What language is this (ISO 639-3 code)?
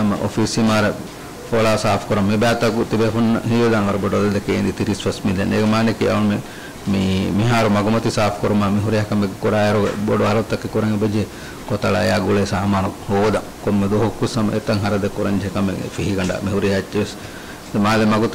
div